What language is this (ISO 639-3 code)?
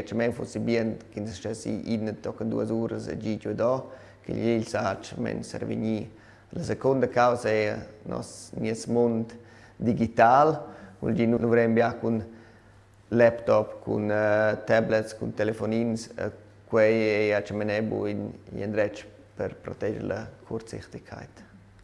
roh